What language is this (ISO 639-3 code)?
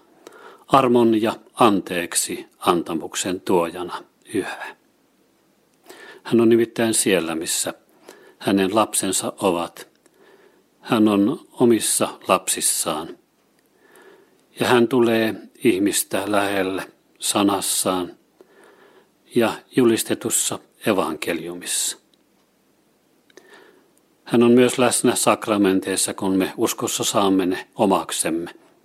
fin